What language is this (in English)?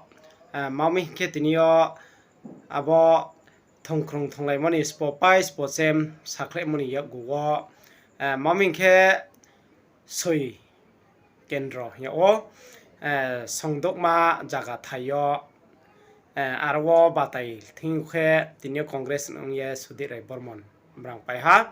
Riang (India)